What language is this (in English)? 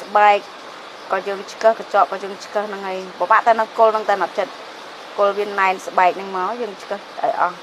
Khmer